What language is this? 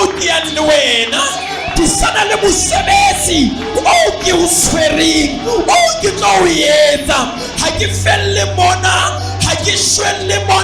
Southern Sotho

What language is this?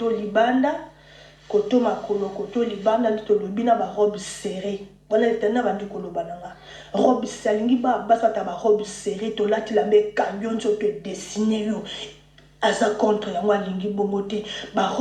Lingala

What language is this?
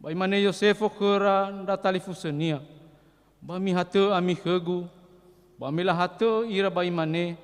Nias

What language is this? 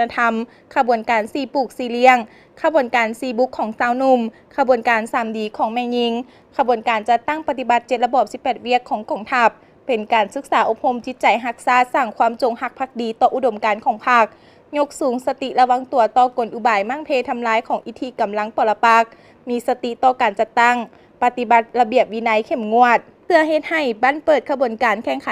Lao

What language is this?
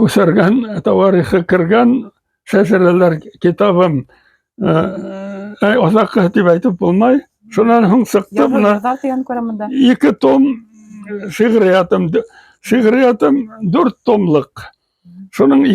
Bashkir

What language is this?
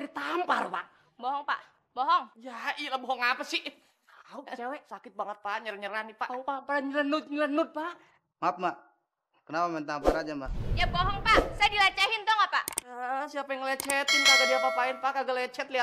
Betawi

